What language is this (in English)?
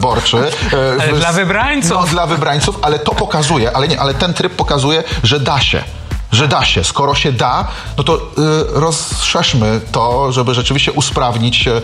Polish